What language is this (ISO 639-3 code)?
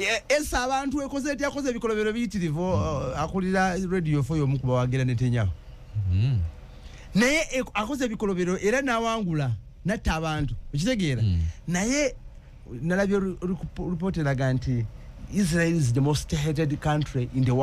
lug